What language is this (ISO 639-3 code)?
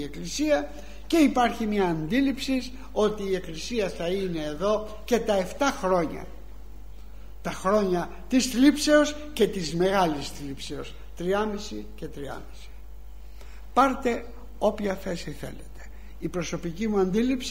ell